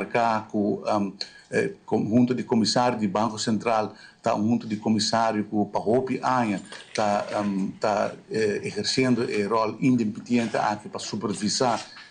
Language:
Papiamento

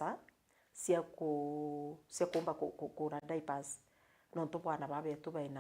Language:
Meru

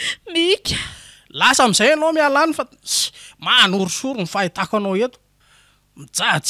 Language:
Malagasy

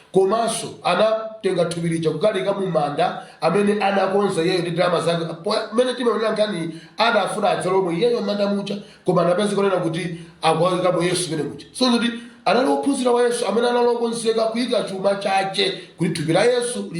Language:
Nyanja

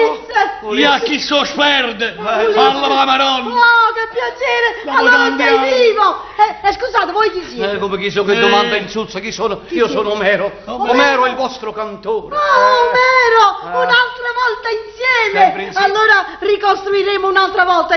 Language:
Neapolitan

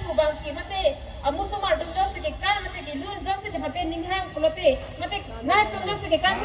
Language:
Karbi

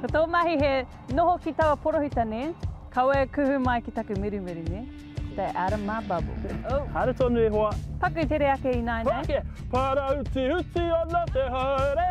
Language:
Māori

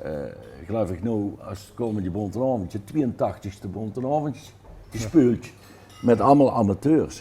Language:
Limburgish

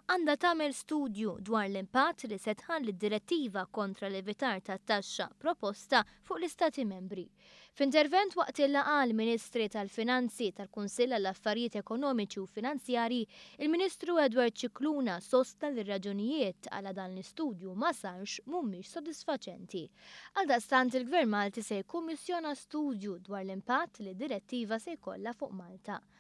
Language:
Maltese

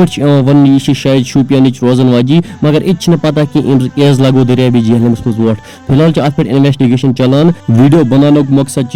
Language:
Kashmiri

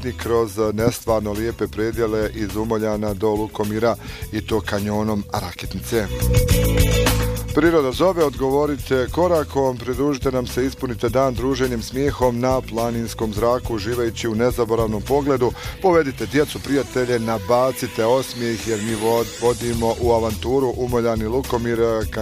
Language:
Bosnian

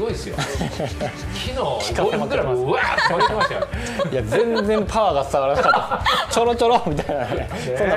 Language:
Japanese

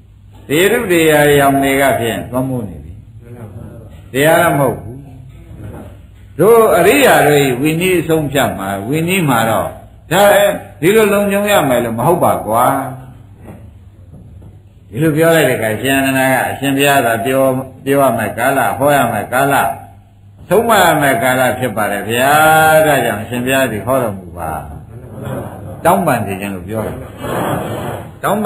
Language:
Burmese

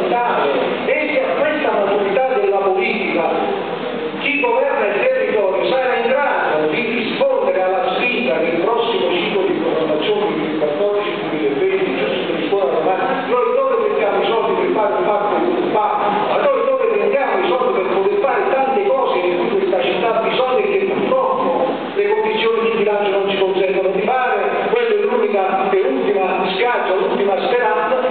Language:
Italian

